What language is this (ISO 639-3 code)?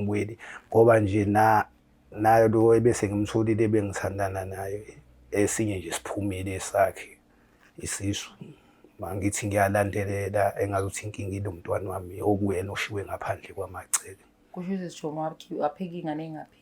zul